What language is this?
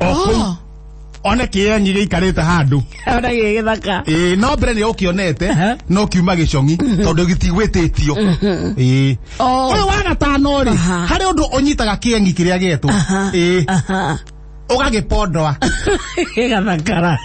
Kikuyu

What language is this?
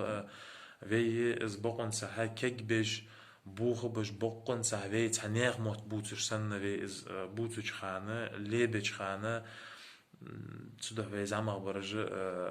Ingush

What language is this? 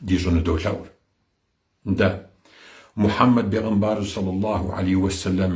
Kabardian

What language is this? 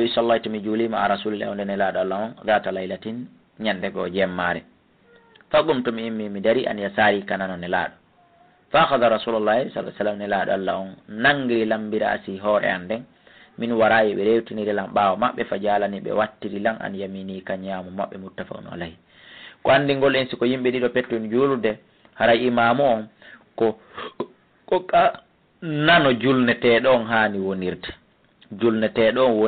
Fula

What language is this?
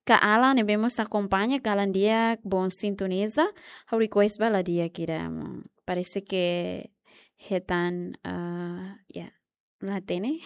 Tetum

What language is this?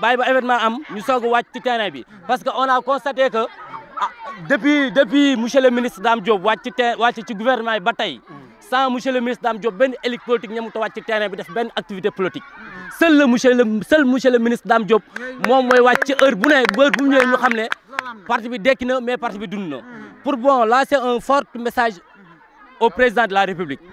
Wolof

